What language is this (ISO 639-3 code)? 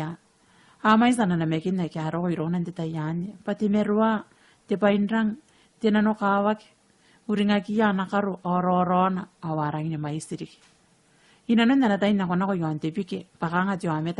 gil